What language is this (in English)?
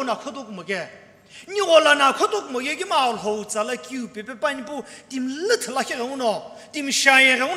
Sumi Naga